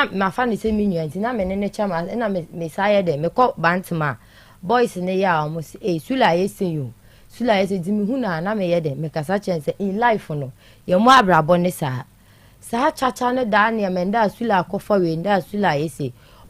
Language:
Akan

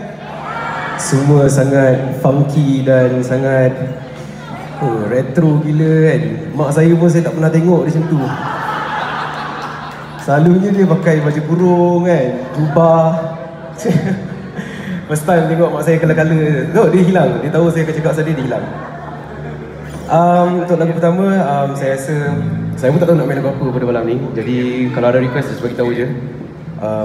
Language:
Malay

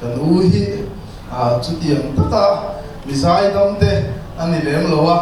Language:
Mizo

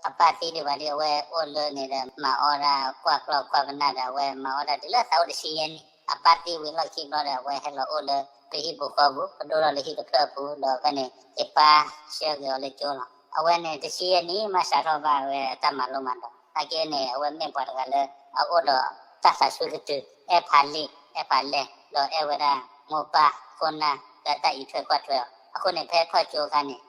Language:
S'gaw Karen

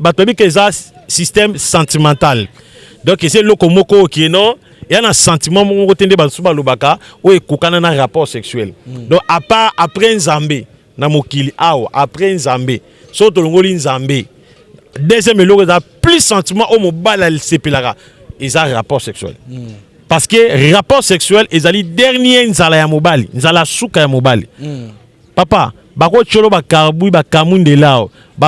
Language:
Lingala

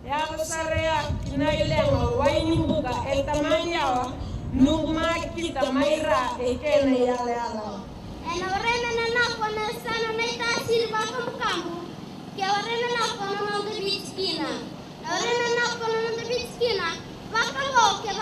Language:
Fijian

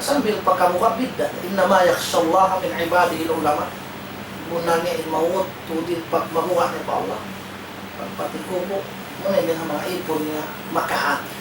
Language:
Tausug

